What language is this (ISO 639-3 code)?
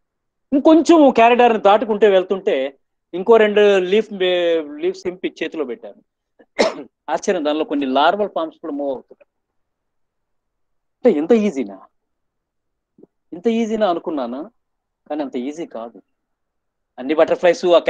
tel